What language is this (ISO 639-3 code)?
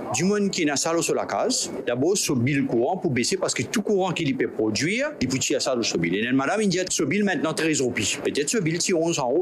mfe